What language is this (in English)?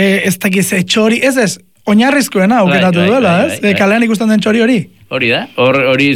Basque